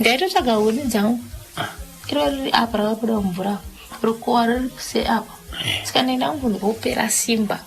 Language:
Shona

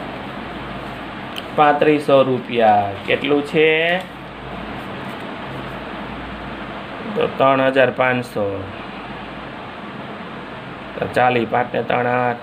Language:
Gujarati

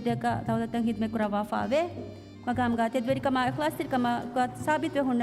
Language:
Divehi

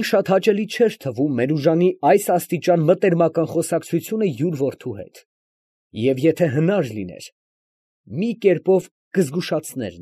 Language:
Armenian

